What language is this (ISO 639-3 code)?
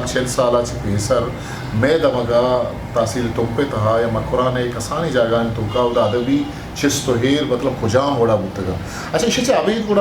bgp